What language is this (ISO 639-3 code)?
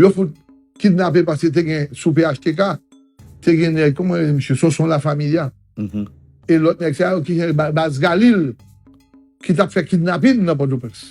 hat